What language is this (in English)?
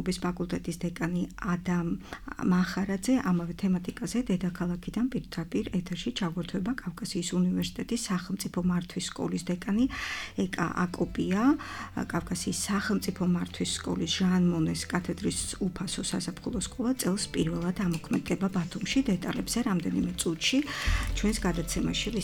Georgian